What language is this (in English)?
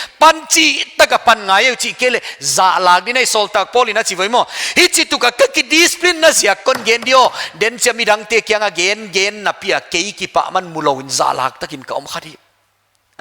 Paite Chin